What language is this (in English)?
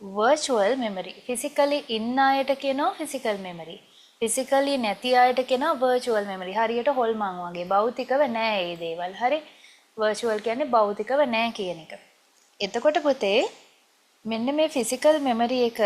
Sinhala